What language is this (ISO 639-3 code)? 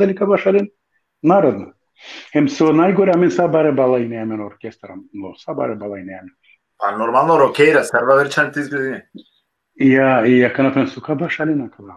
rmn